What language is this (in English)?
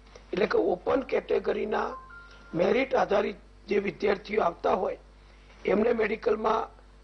Gujarati